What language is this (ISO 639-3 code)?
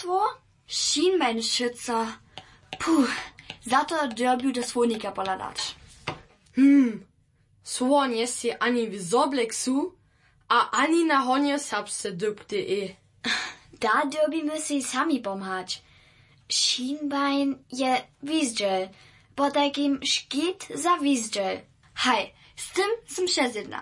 hsb